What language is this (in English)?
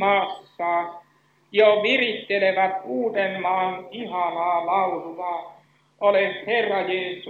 Finnish